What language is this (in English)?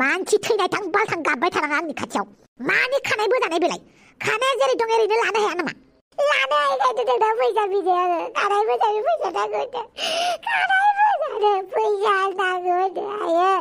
Bodo